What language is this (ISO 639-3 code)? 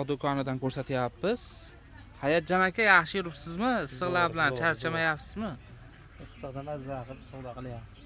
uzb